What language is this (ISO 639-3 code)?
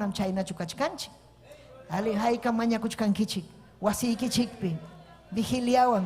quy